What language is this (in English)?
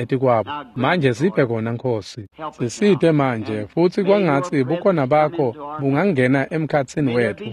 Swati